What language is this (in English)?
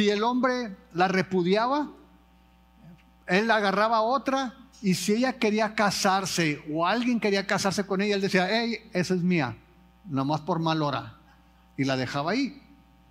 Spanish